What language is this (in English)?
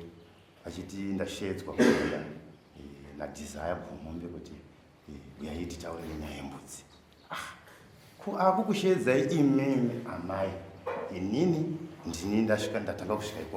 Shona